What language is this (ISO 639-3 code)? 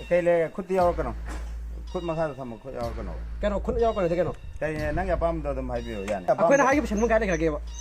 mni